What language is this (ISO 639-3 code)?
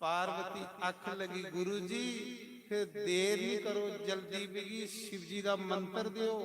doi